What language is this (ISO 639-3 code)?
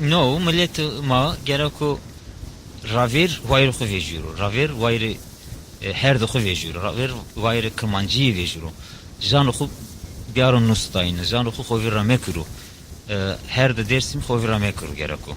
zza